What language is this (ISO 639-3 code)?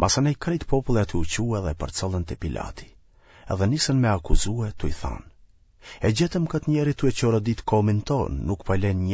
sqi